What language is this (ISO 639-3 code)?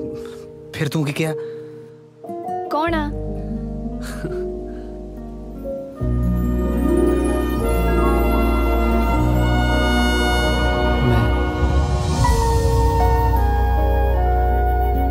pan